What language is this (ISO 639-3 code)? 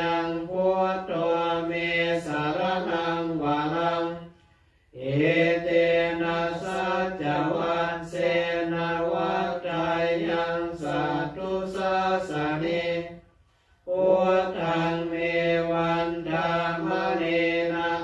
pli